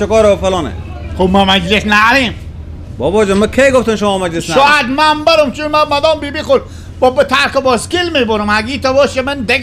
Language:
Persian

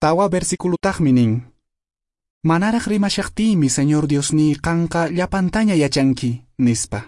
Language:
Quechua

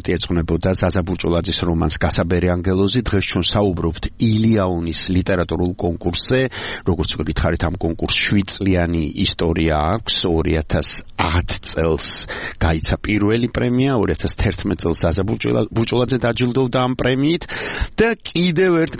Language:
Georgian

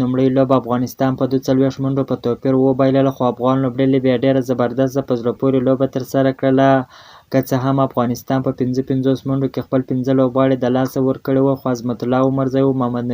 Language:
Pashto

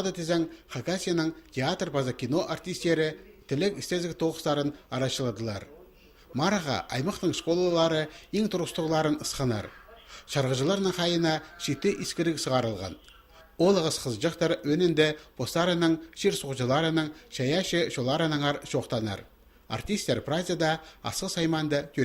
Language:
Khakas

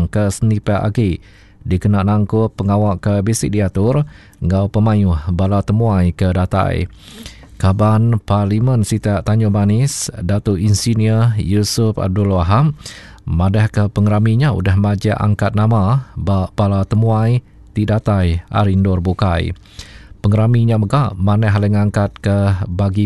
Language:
Iban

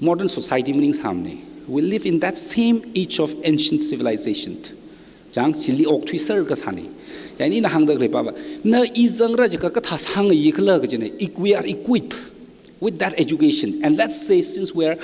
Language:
Tangkhul Naga (India)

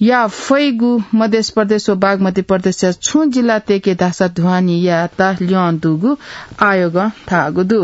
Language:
Newari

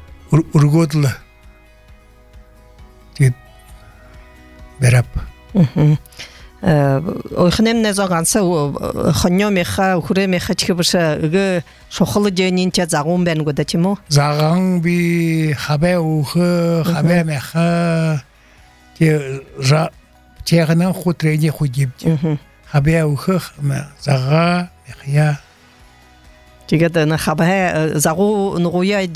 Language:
Buriat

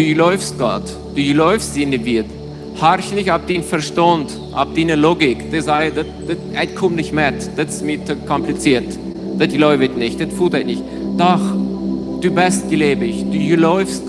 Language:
Plautdietsch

